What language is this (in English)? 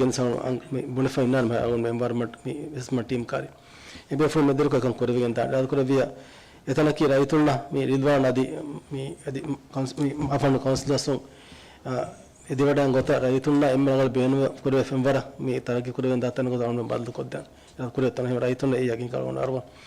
Divehi